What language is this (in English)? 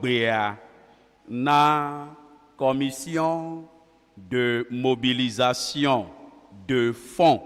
Ewe